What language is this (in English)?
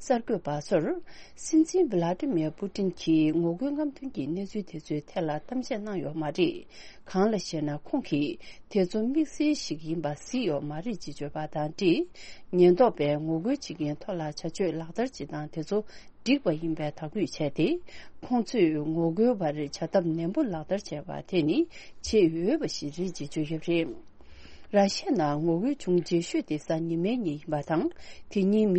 Tibetan